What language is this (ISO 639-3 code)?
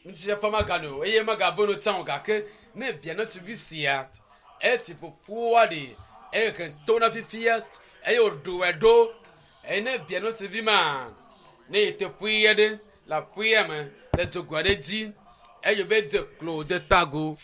ewe